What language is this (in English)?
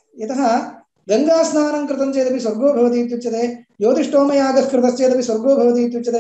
Sanskrit